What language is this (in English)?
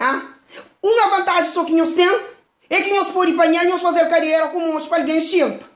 Kabuverdianu